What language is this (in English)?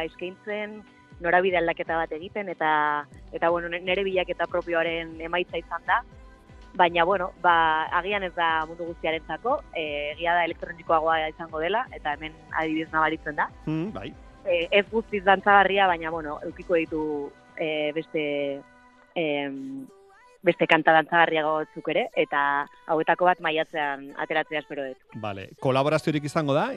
Basque